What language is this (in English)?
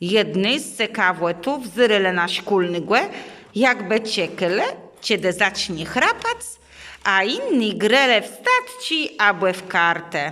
Kashubian